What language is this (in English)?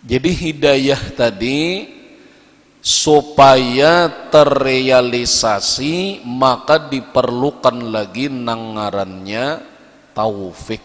Banjar